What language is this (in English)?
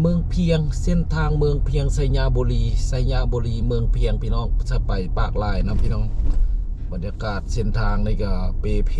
Lao